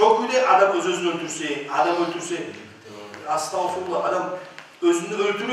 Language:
Kumyk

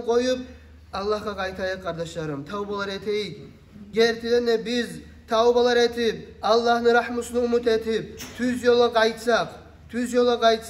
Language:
Kumyk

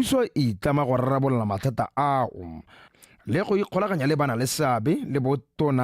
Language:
Tswana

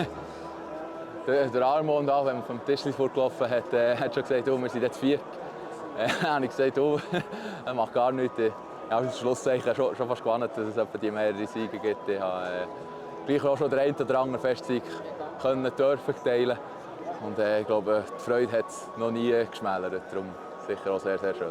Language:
Swiss German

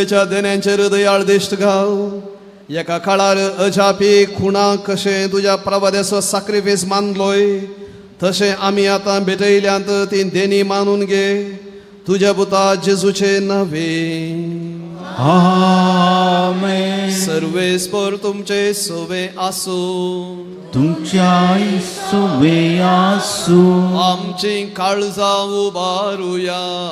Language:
Konkani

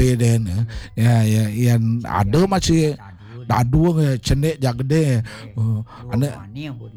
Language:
Balinese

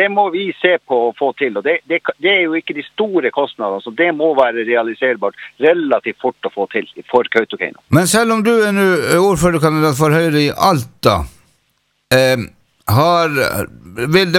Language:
Norwegian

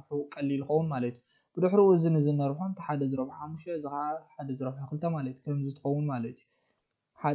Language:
Tigrinya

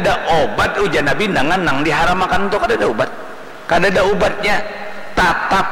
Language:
Banjar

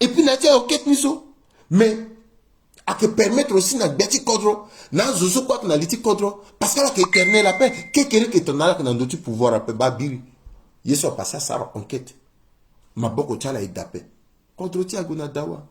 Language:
Sango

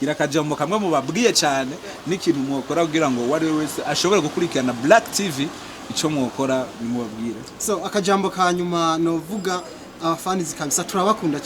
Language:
Rundi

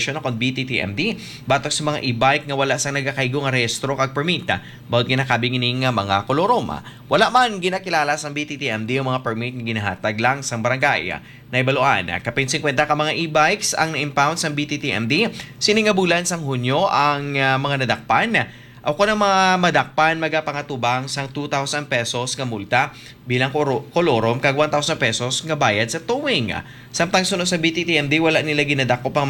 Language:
Hiligaynon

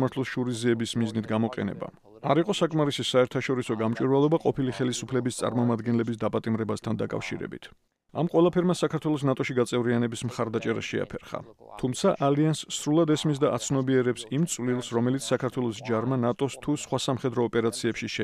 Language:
Georgian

